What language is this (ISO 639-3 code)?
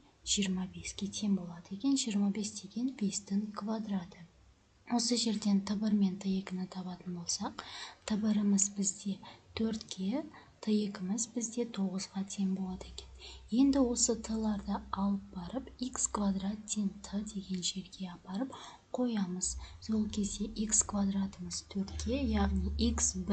kaz